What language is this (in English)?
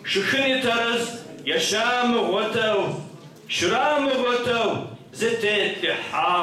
Kabardian